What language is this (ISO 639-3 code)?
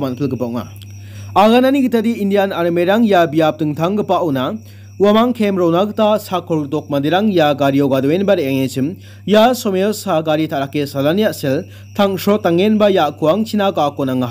grt